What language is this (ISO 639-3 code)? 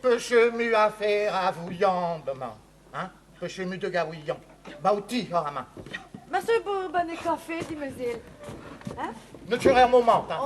bre